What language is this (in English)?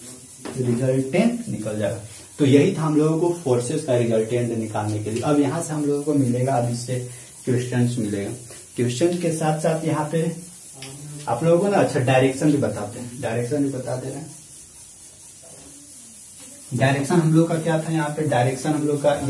Hindi